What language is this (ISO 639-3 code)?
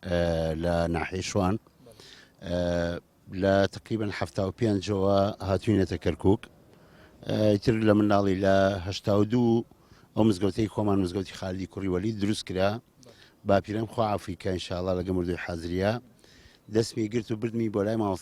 ckb